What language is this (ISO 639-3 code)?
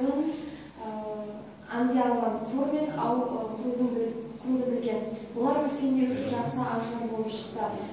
kaz